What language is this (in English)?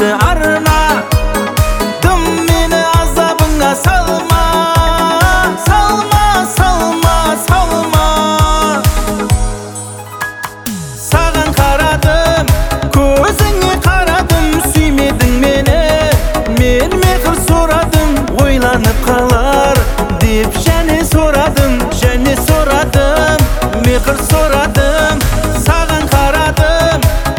Kazakh